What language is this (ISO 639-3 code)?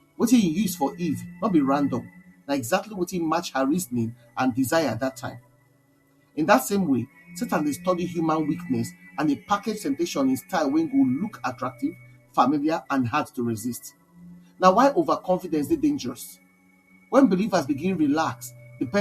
pcm